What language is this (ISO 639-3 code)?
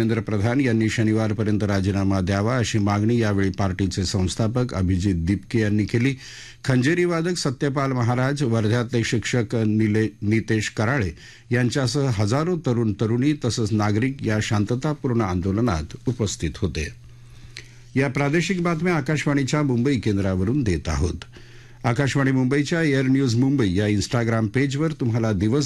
mar